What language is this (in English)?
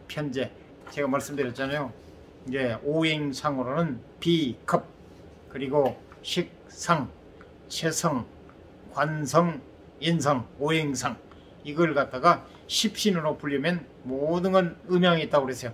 Korean